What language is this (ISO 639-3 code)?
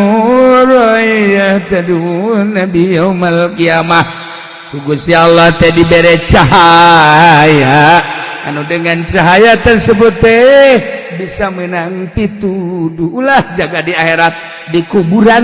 sun